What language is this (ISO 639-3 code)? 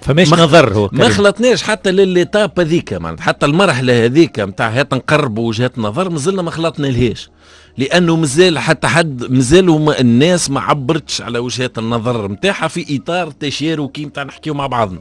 aeb